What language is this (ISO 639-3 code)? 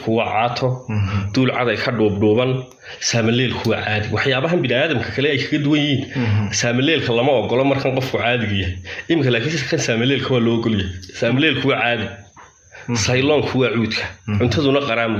som